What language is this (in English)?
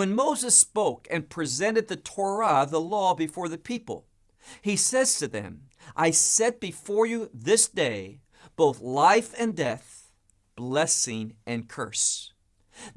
English